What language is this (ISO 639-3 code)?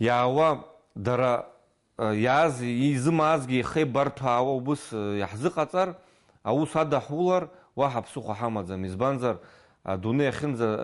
abk